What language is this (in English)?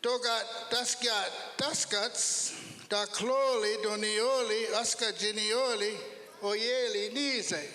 Mohawk